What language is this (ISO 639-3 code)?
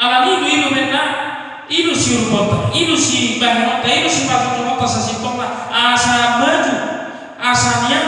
bbc